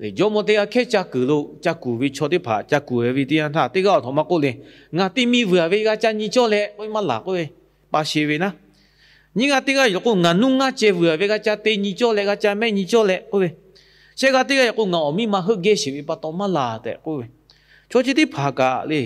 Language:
Lahu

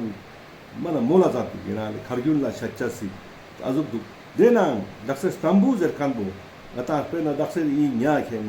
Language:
Ladakhi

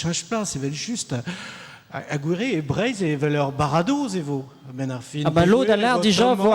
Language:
Breton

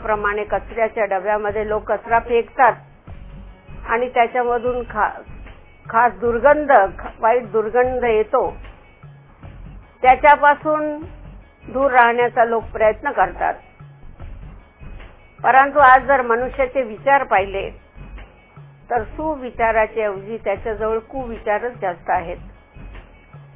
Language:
Marathi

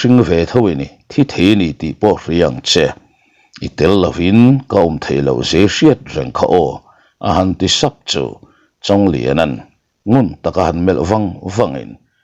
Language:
Mizo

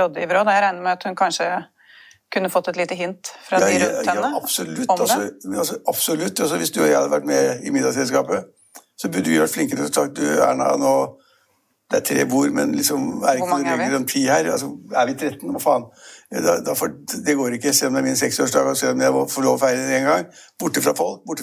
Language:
Norwegian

